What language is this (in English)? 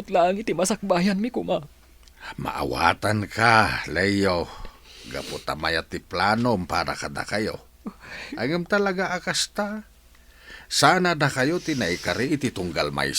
Iloko